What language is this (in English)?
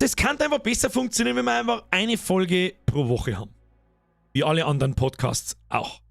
Bavarian